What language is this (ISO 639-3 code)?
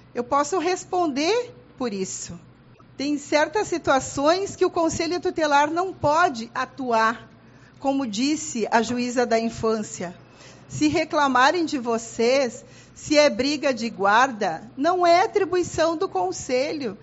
por